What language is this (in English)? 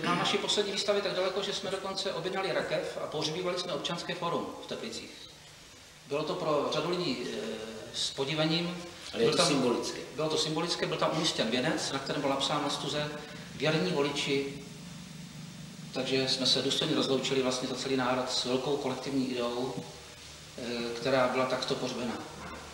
Czech